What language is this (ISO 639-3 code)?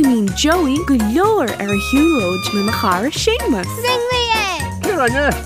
gle